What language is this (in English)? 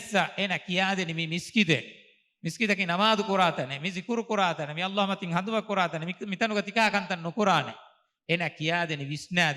Divehi